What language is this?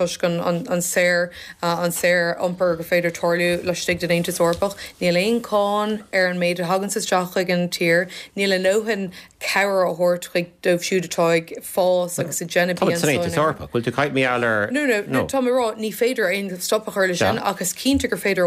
Irish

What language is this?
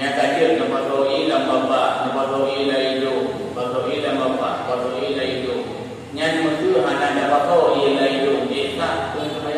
Achinese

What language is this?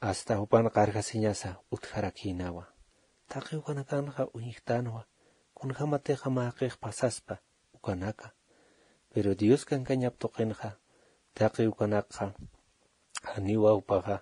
Aymara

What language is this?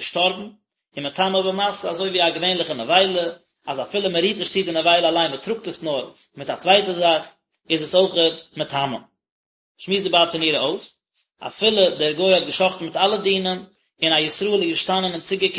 Yiddish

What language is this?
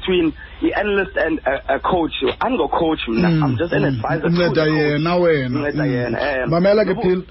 Xhosa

